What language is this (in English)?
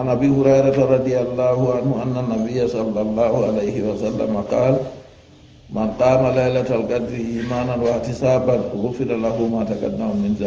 Fula